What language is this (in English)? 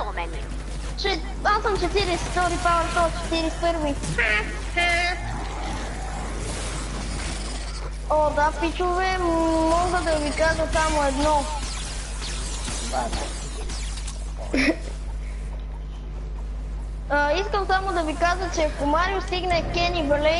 Bulgarian